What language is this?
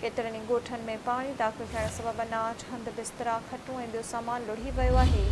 Sindhi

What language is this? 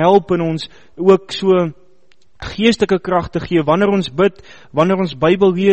Afrikaans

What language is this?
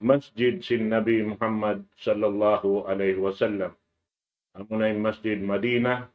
Tausug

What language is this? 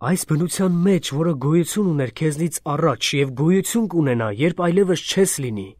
Armenian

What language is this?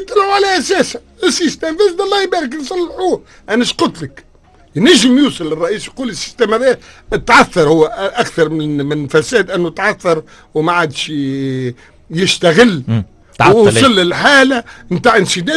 Tunisian Arabic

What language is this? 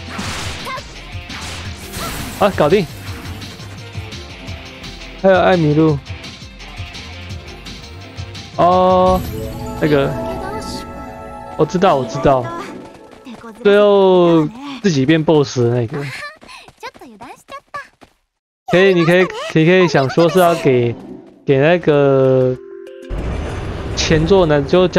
Chinese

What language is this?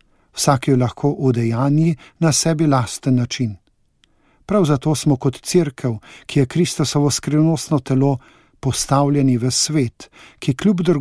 Slovenian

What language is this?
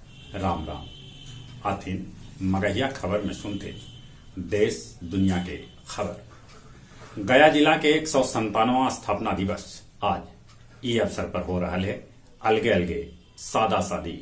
Magahi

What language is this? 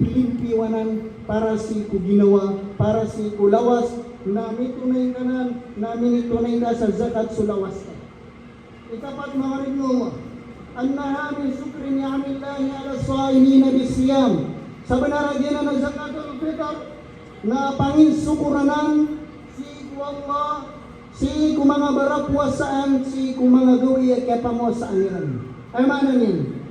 Maranao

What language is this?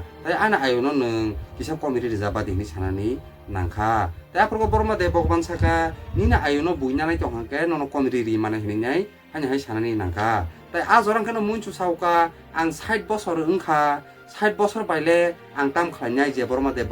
Kok Borok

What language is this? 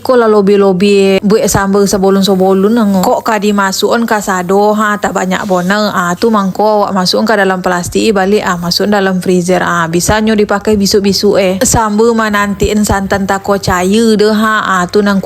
Minangkabau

